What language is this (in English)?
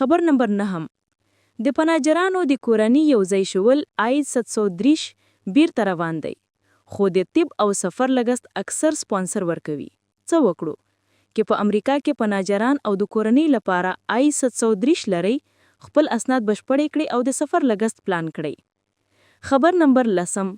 Pashto